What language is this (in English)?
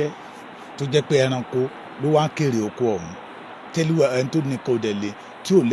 Yoruba